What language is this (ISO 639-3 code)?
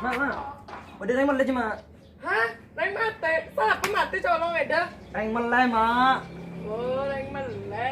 mad